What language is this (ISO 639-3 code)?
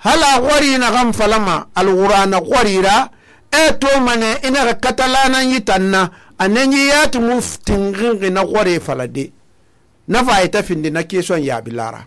sus